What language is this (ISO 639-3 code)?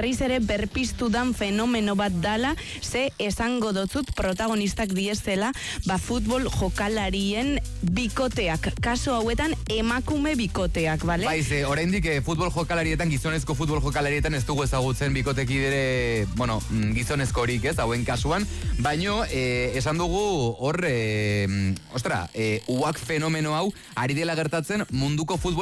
eus